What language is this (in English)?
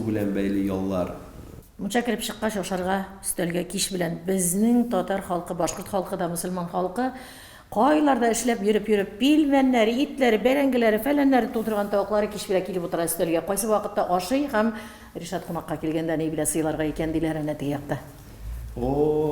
Tatar